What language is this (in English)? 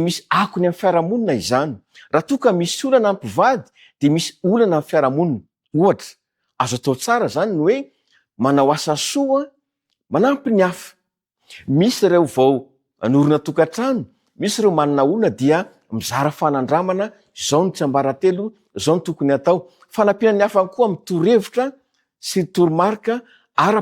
Malagasy